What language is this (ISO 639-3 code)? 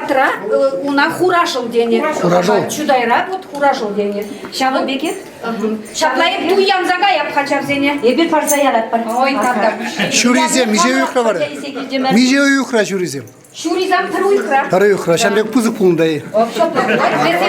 chv